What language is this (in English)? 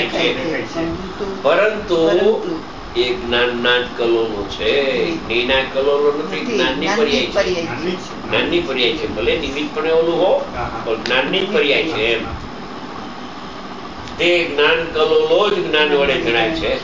Gujarati